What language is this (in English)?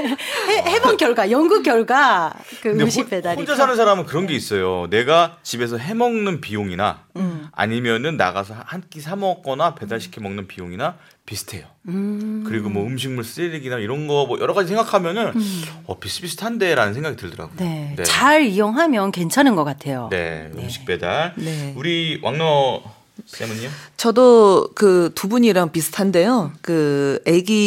Korean